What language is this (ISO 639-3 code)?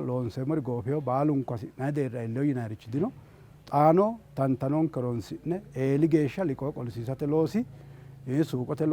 sid